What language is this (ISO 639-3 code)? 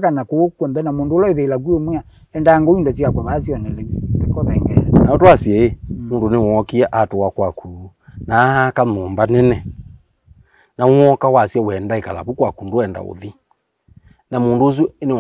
kam